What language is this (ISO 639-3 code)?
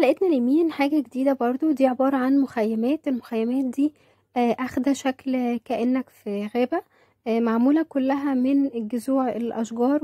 arz